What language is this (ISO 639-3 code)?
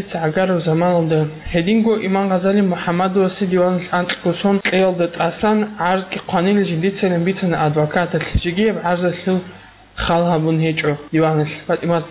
ava